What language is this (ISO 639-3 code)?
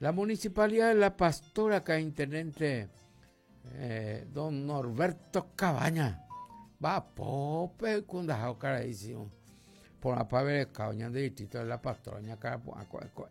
grn